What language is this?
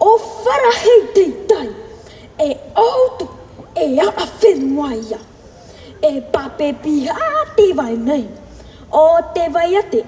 Tahitian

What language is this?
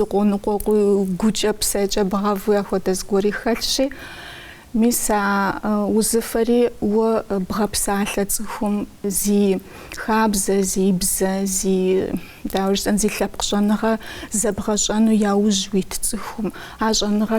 Kabardian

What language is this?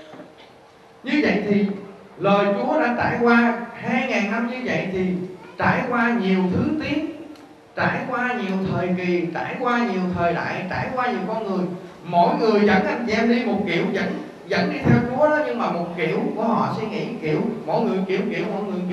Vietnamese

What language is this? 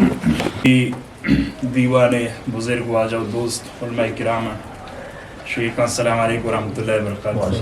Eastern Balochi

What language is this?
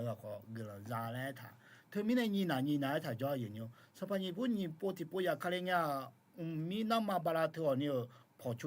Akha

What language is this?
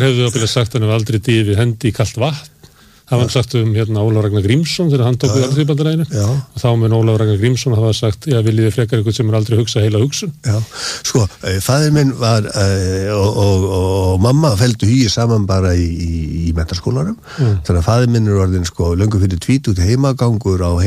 Icelandic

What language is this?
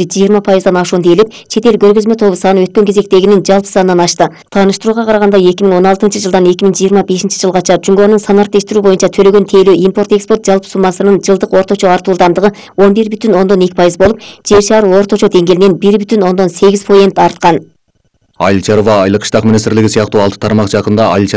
Kyrgyz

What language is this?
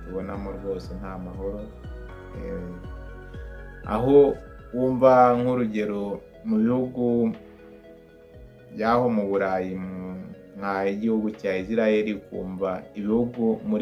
Kinyarwanda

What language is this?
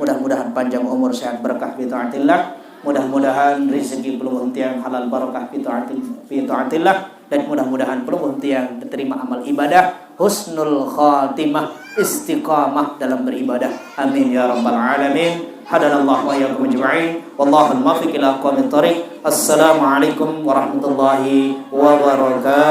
Sasak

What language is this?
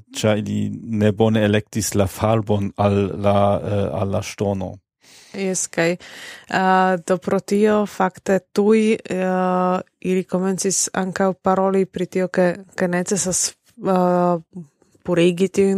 Esperanto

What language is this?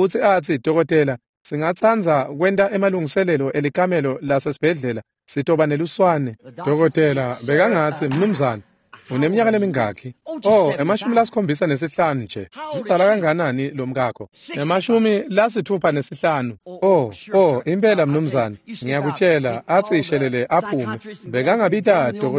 Swati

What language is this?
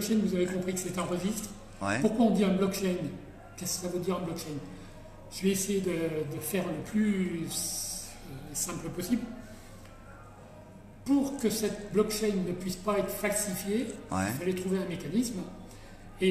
French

